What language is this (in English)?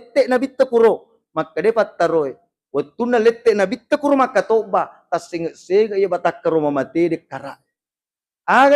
Buginese